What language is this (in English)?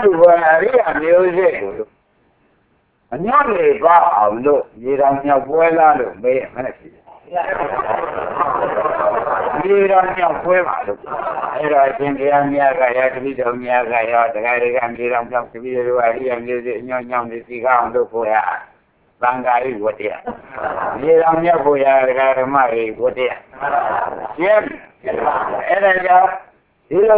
Burmese